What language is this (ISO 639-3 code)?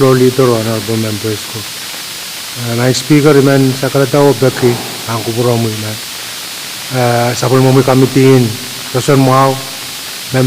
pon